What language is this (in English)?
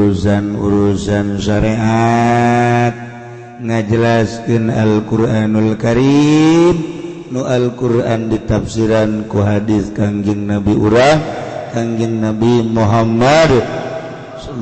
Sundanese